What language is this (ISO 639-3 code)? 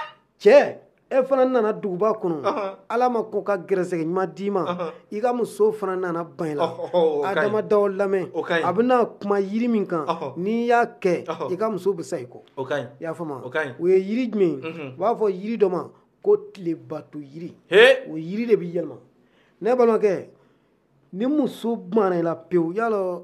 bam